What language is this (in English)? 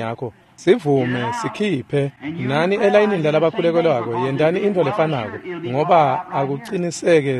Swati